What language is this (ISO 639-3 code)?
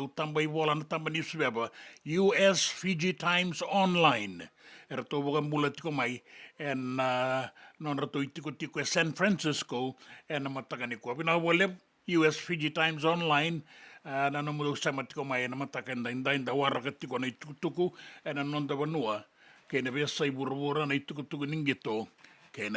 fij